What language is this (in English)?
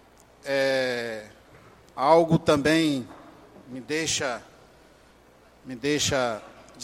Portuguese